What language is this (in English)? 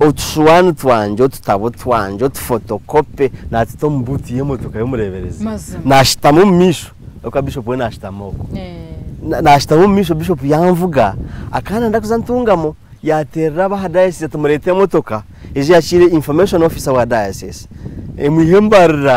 Nyankole